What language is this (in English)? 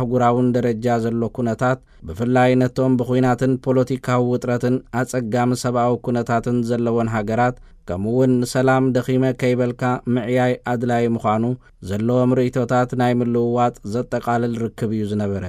Tigrinya